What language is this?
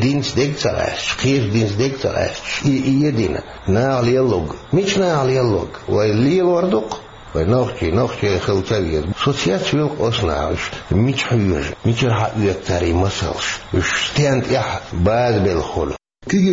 Chechen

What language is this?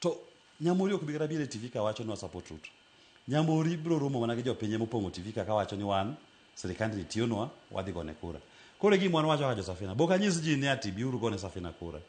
Luo (Kenya and Tanzania)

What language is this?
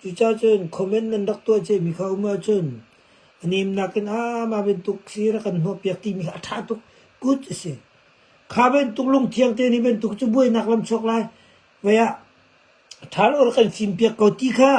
Hakha Chin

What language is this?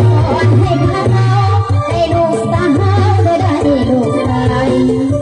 Lao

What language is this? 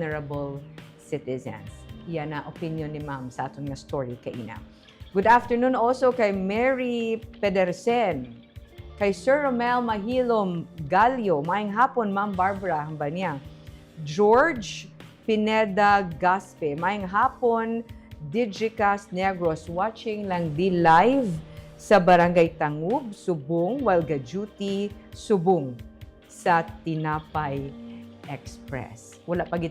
Hiligaynon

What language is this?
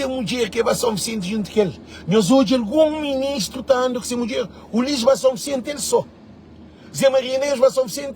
Kabuverdianu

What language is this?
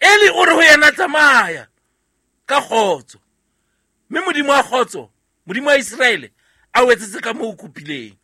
Southern Sotho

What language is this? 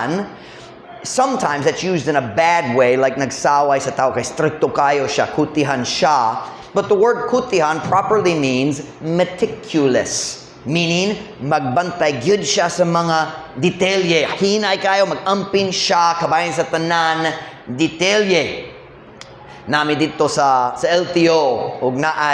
Cebuano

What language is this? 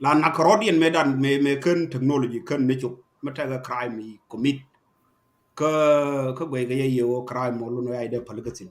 Nuer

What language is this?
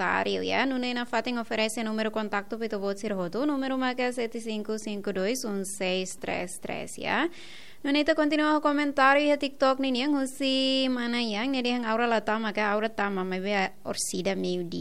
Tetum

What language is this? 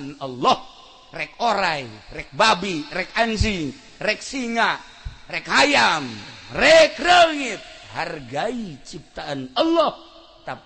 Sundanese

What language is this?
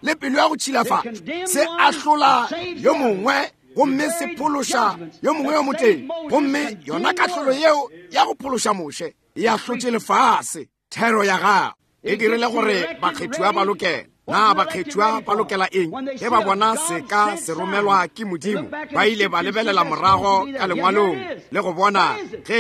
Northern Sotho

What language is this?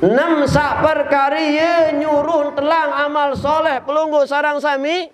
Sasak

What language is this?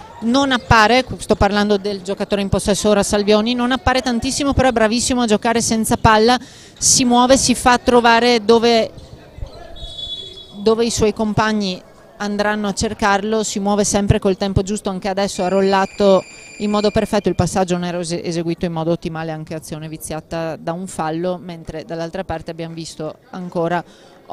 Italian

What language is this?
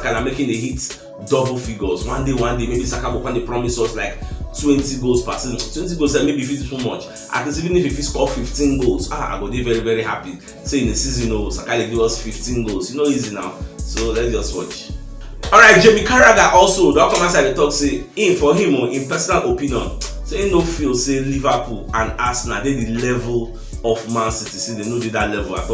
Nigerian Pidgin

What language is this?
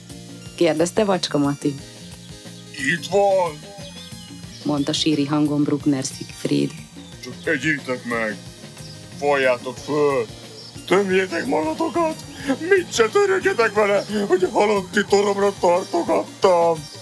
Hungarian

